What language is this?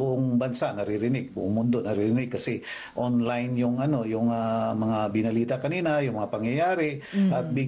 Filipino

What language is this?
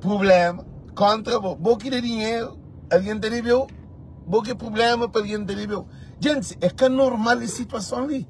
Kabuverdianu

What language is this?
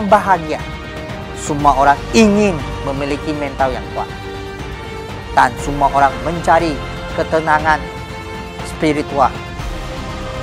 Indonesian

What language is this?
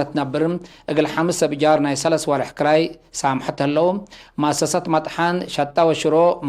Tigre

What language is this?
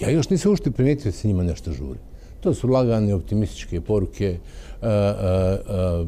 Bosnian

